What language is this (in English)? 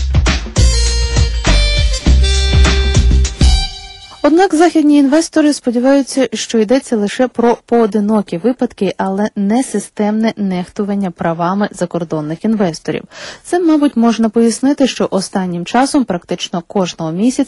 Ukrainian